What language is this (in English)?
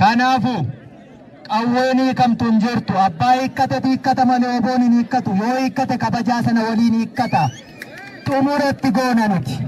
Oromo